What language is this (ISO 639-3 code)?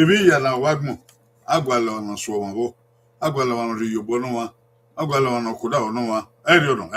bin